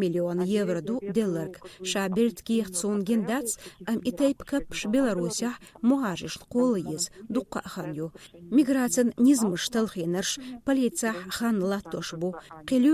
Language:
Chechen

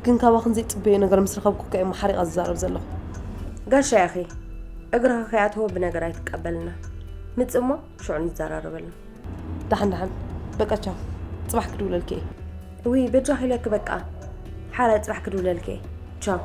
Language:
Tigrinya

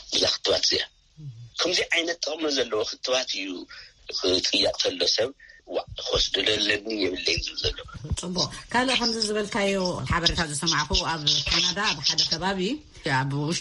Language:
Tigrinya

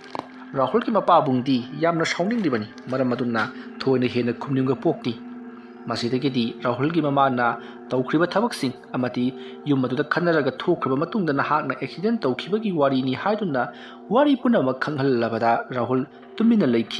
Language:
Manipuri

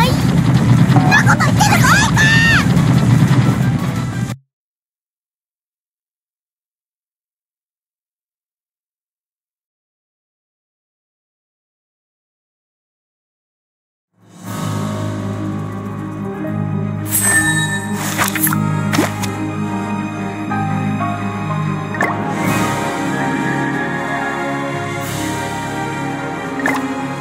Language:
Japanese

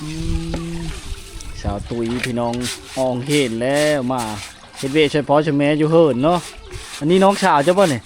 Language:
Lao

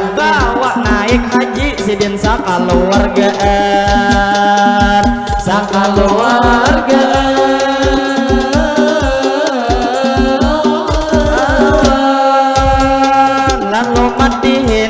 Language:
Banjar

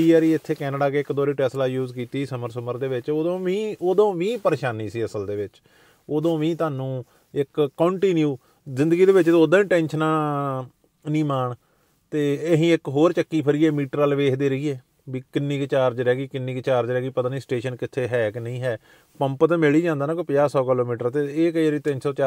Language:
Punjabi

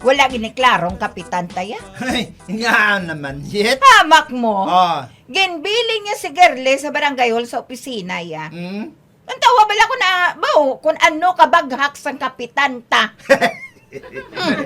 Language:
Hiligaynon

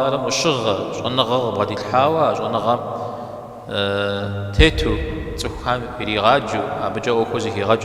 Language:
Kabardian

